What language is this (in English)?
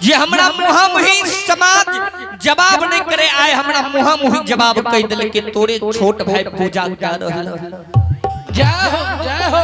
Maithili